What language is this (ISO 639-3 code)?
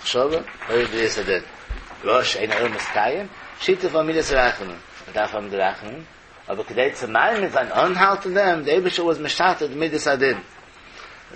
yid